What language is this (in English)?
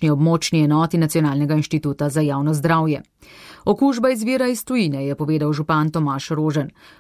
Slovenian